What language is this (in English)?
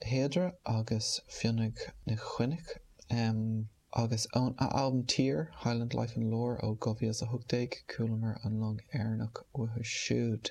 Irish